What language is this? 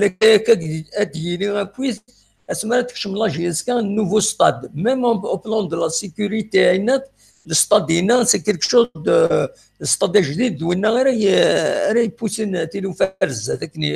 Kabyle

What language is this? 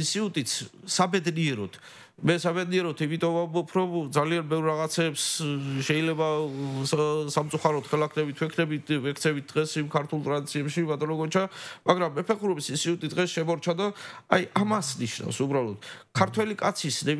Georgian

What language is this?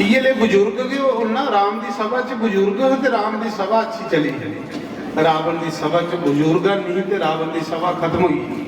Dogri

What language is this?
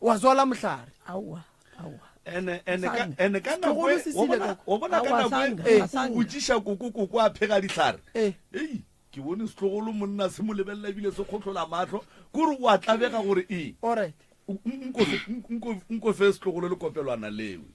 Northern Sotho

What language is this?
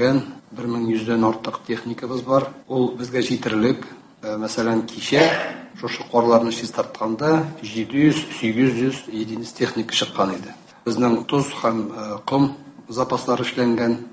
Tatar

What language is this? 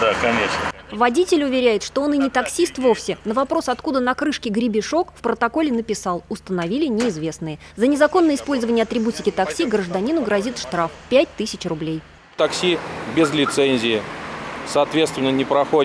Russian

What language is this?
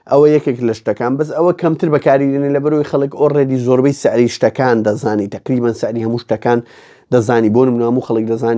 Central Kurdish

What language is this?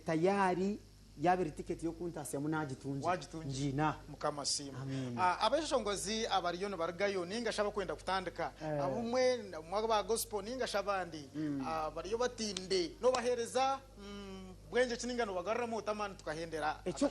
Nyankole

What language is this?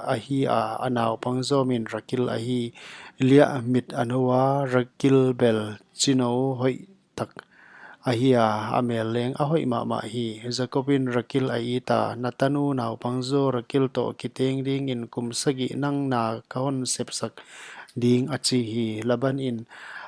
Paite Chin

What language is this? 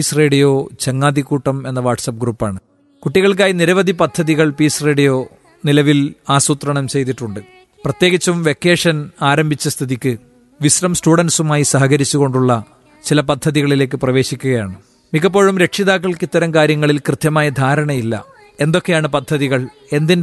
Malayalam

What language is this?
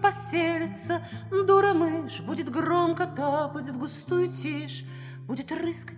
Russian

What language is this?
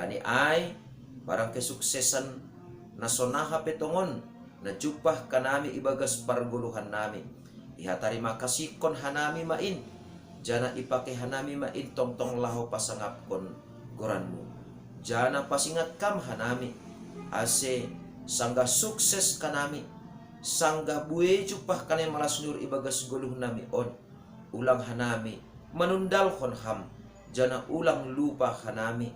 Batak Simalungun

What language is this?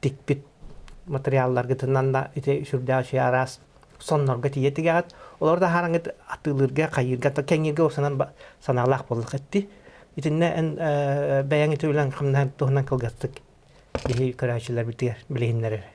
Yakut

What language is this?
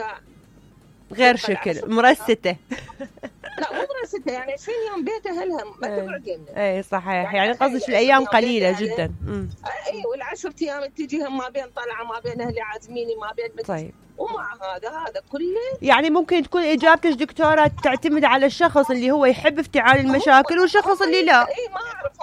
Mesopotamian Arabic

